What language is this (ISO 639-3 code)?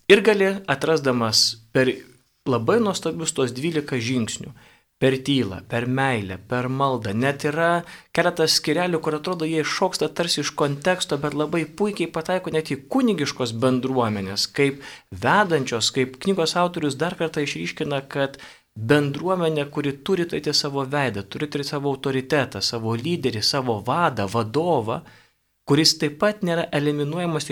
lit